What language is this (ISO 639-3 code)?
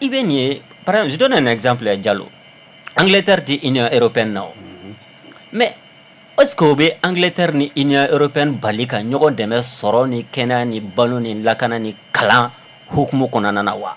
bam